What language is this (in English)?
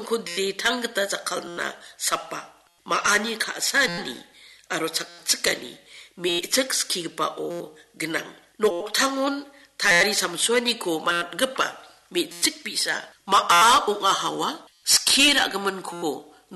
Garo